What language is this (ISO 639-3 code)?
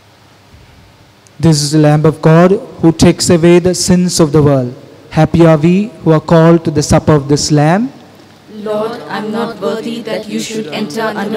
eng